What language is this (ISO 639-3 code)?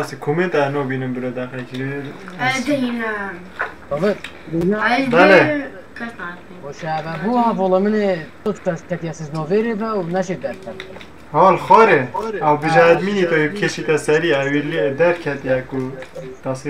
kur